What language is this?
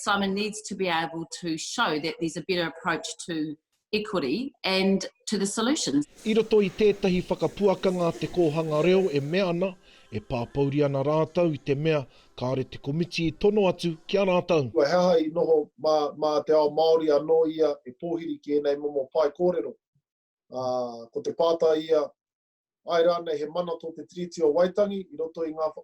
Māori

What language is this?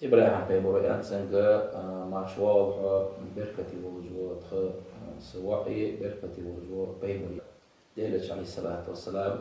Ingush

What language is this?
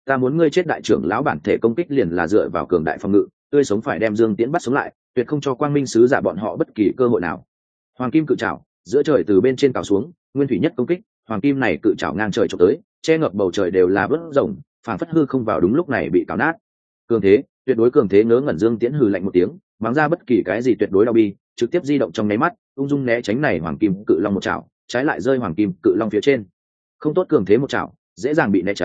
Vietnamese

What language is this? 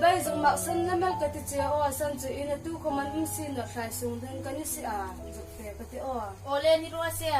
Hmar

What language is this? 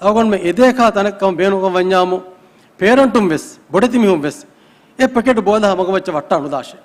Divehi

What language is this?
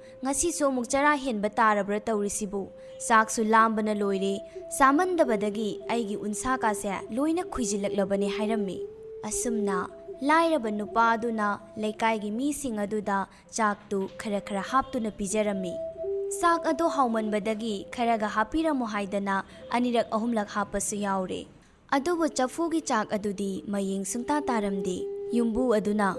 Manipuri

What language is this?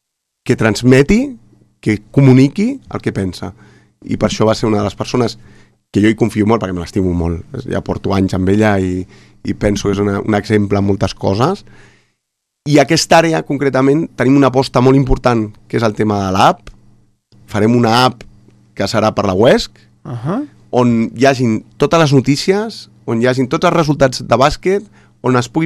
Catalan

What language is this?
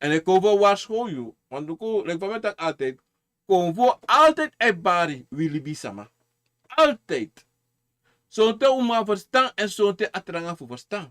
Sranan Tongo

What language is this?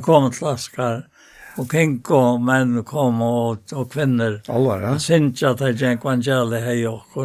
Faroese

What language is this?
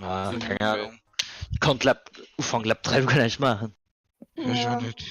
Luxembourgish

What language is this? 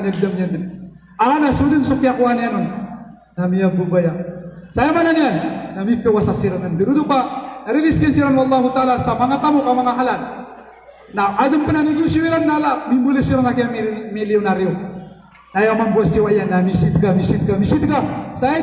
Maranao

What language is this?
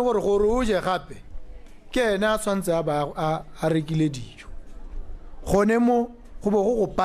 Tswana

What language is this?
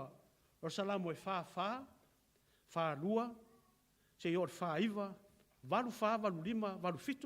Samoan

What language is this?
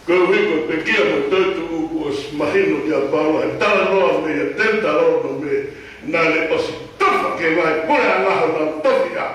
Tongan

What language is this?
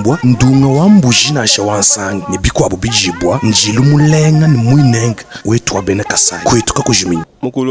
Luba-Lulua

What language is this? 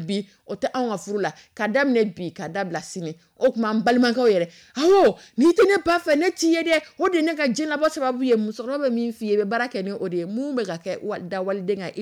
Dyula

